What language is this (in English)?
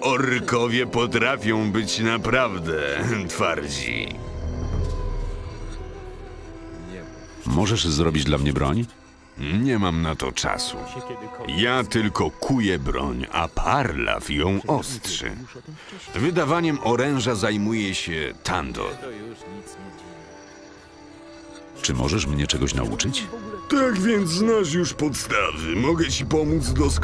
Polish